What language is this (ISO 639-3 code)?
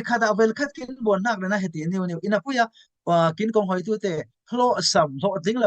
cfm